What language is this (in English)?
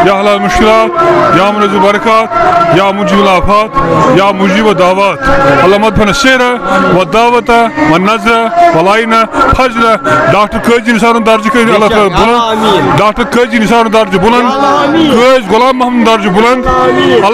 Kashmiri